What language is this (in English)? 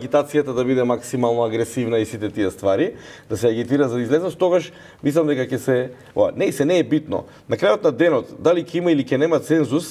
Macedonian